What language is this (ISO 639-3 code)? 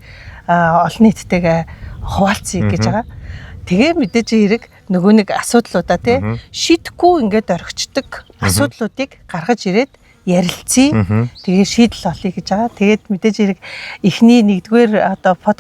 mon